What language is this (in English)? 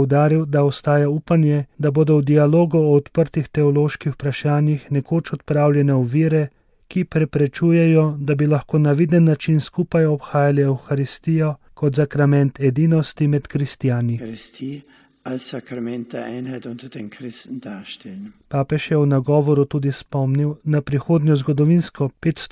Slovenian